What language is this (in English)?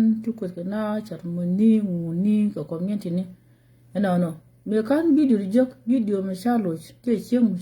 Nuer